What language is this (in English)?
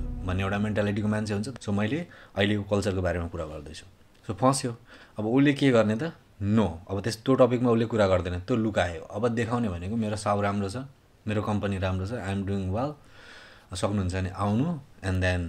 Nepali